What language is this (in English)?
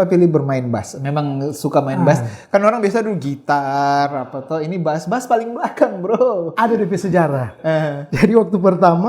Manado Malay